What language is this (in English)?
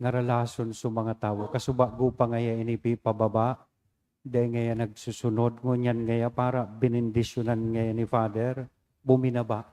Bikol